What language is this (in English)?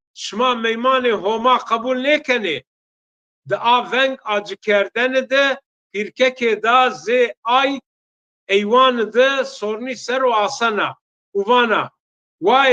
Zaza